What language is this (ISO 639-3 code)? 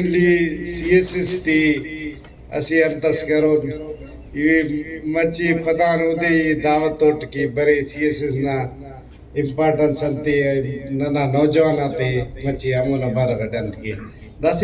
brh